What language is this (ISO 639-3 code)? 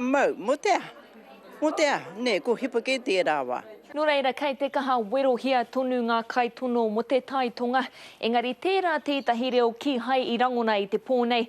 mri